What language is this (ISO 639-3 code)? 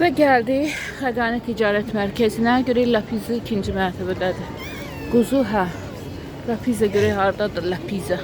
aze